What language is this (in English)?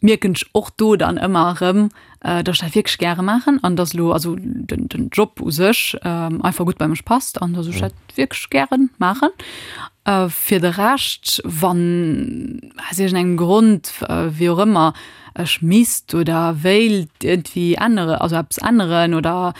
Luxembourgish